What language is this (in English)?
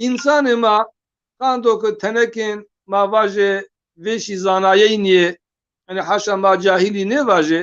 Zaza